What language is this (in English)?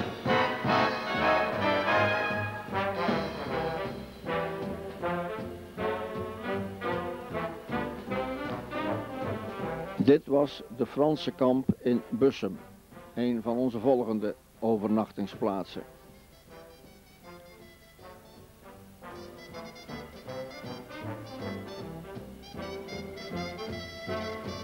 Dutch